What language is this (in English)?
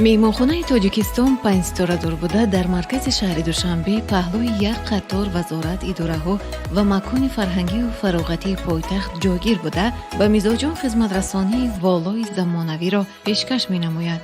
Tajik